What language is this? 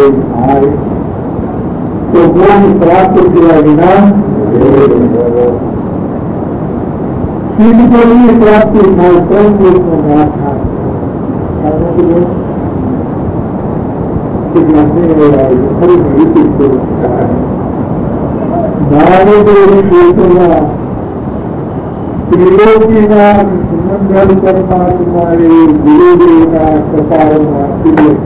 Gujarati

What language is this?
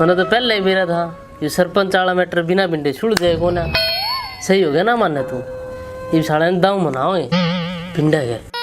Haryanvi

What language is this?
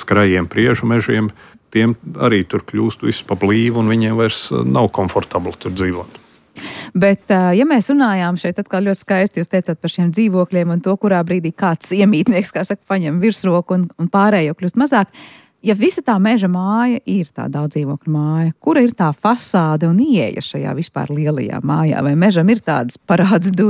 Latvian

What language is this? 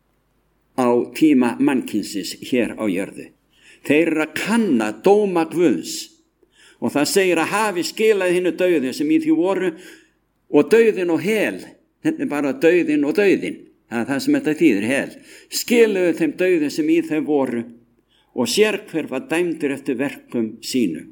Icelandic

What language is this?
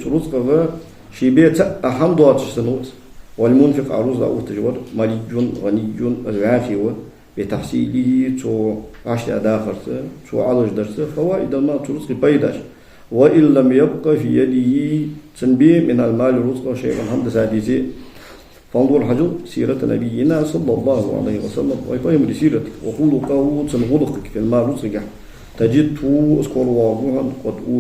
Ingush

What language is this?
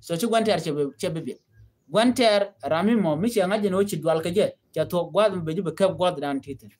Nuer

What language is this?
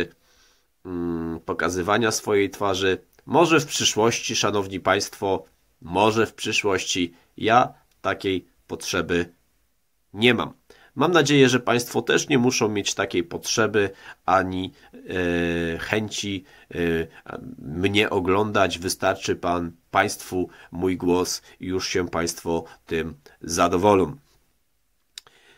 Polish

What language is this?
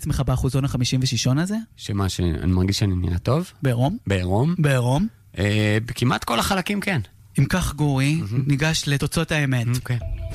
Hebrew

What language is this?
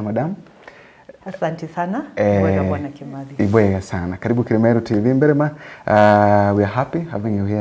Meru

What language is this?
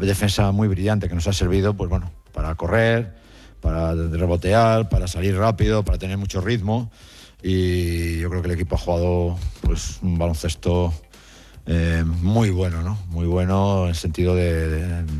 Spanish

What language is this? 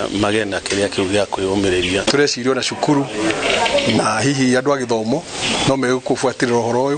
Kikuyu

